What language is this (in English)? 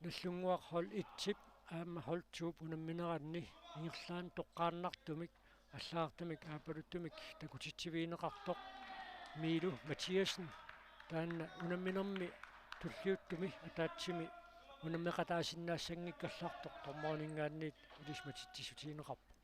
Kalaallisut